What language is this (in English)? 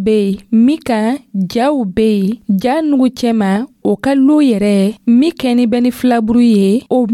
Dyula